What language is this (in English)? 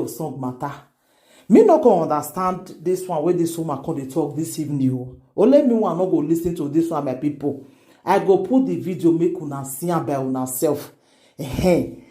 Nigerian Pidgin